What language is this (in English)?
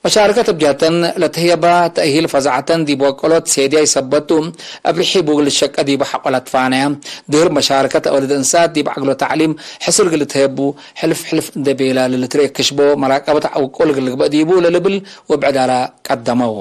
Tigre